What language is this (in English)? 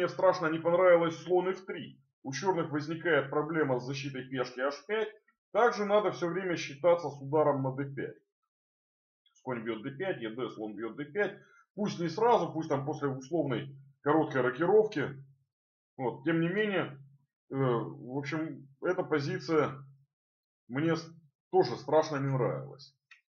Russian